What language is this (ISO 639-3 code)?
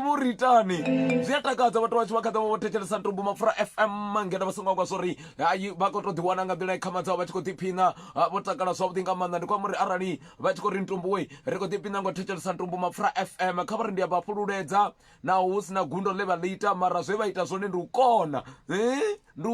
ven